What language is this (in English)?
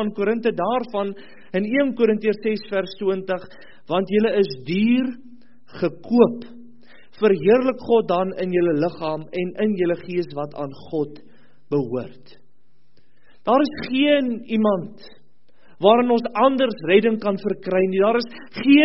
Afrikaans